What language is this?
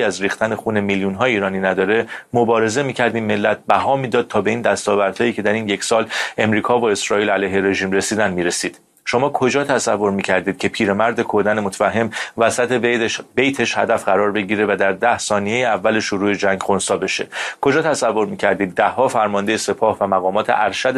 Persian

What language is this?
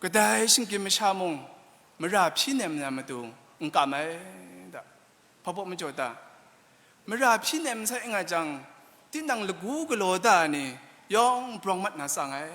Kachin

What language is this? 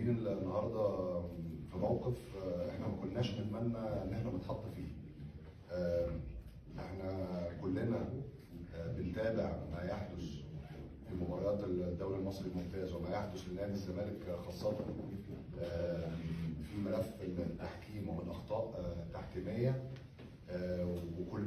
Egyptian Arabic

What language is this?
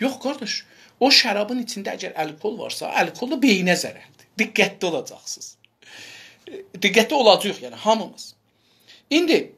South Azerbaijani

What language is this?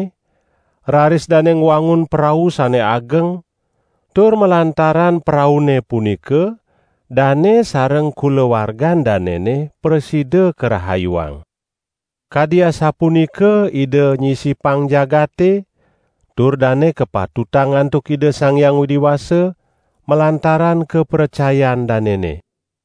Balinese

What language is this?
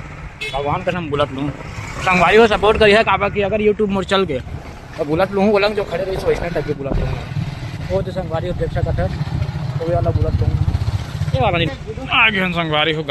Chhattisgarhi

